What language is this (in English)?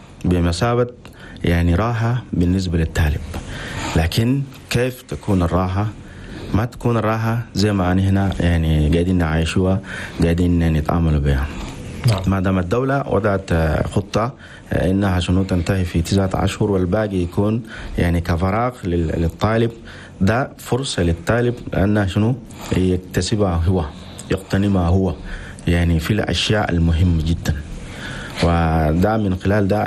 Chadian Arabic